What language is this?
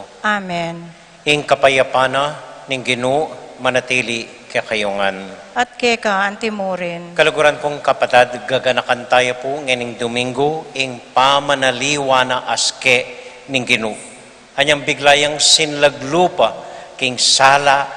Pampanga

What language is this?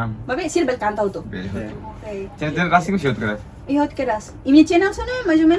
Tetum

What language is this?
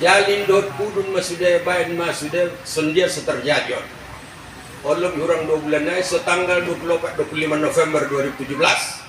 Batak Toba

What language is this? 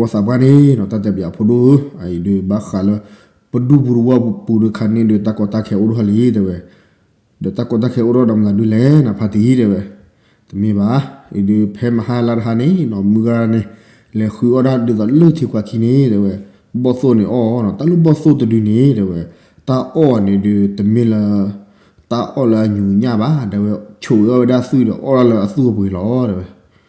S'gaw Karen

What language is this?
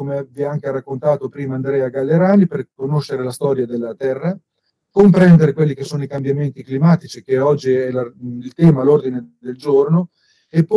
Italian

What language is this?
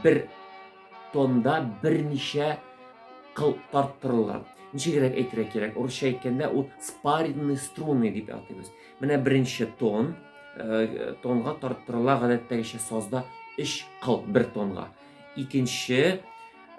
Tatar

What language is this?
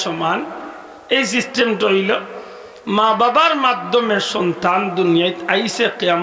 Sylheti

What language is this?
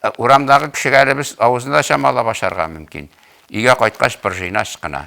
Tatar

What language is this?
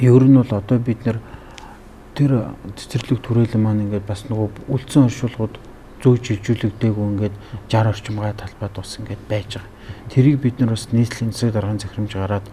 Mongolian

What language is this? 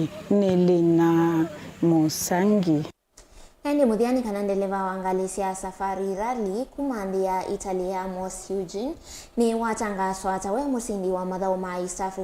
Kamba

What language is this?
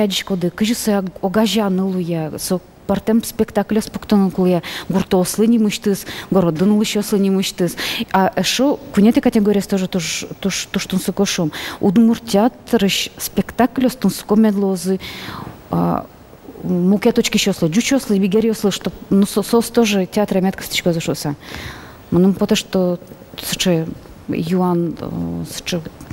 Udmurt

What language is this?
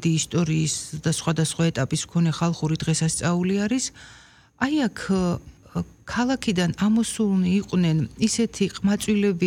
Georgian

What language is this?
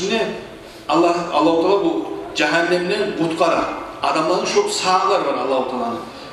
Kumyk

